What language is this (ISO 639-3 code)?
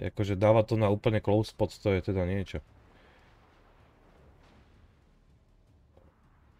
slk